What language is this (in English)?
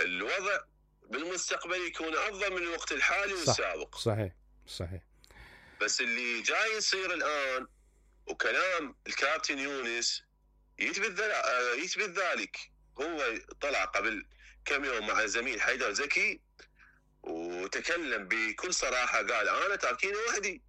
Mesopotamian Arabic